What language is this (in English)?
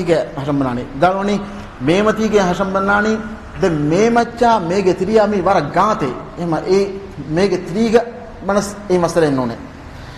Divehi